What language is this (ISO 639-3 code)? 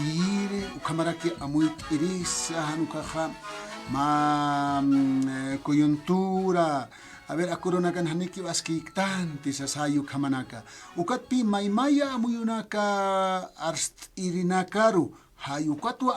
aym